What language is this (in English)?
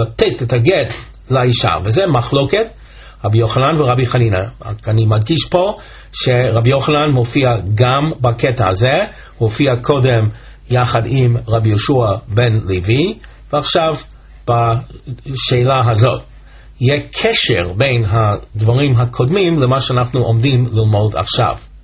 Hebrew